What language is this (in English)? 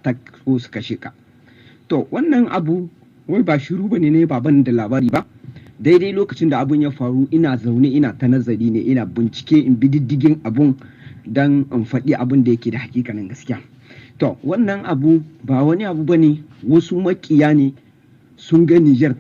Hausa